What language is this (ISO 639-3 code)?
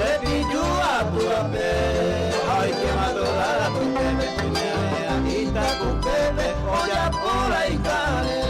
grn